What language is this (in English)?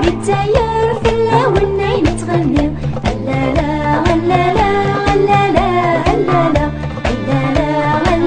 Kabyle